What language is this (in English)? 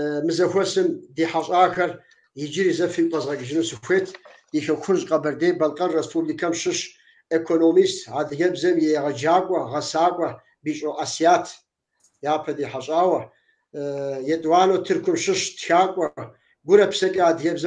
Kabardian